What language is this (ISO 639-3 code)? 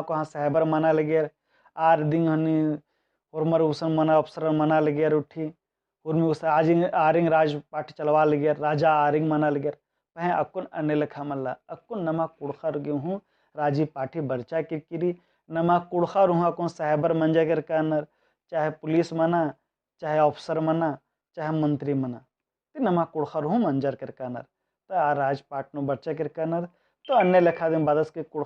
kru